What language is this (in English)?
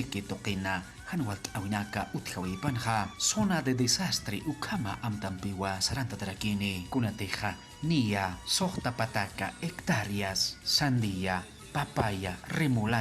Aymara